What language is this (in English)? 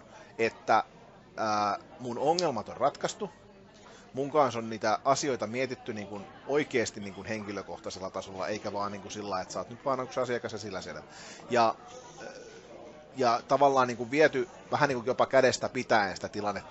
Finnish